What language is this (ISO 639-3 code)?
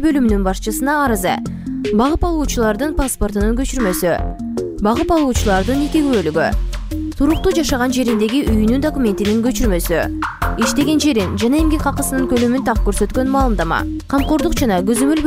kir